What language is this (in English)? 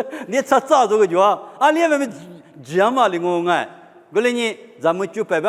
Lisu